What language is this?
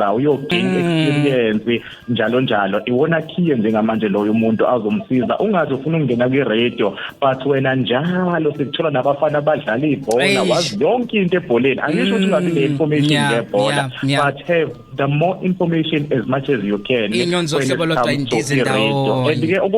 Zulu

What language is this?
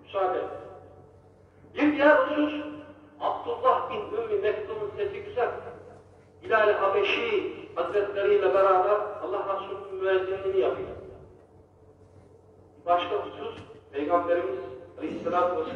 Turkish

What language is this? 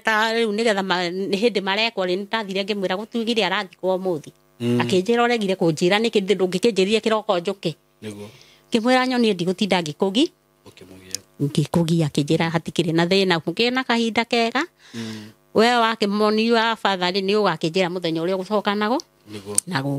Kikuyu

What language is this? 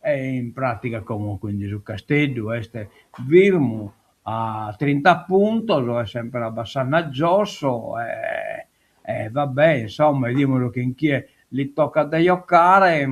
Sardinian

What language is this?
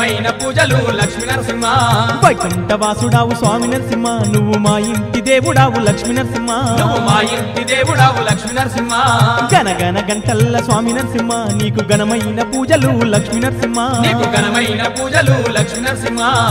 Telugu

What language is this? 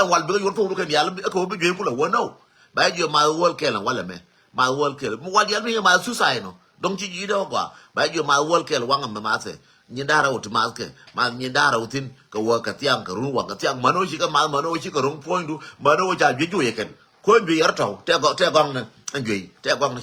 Nuer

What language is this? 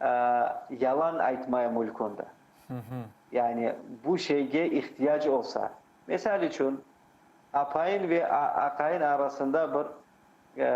Crimean Tatar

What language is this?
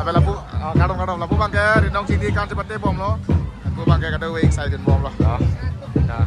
Karbi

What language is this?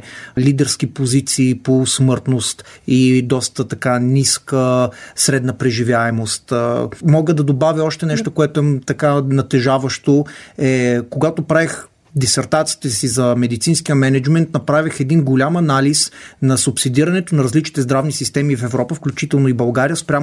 Bulgarian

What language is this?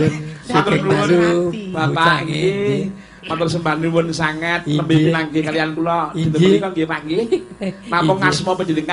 Javanese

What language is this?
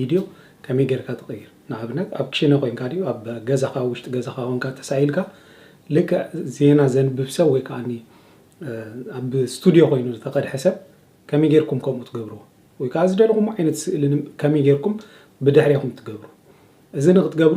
Tigrinya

